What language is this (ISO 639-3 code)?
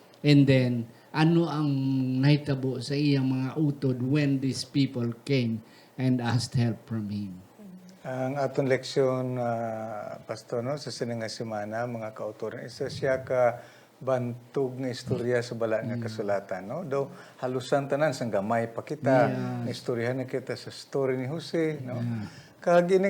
hil